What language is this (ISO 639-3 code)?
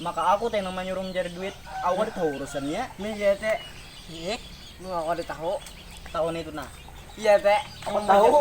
bjn